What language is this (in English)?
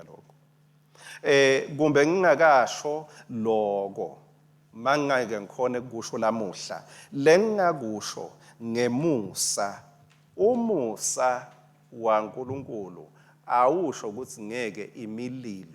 Swati